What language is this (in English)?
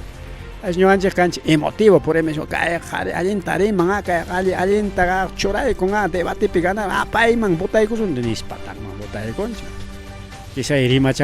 Ayacucho Quechua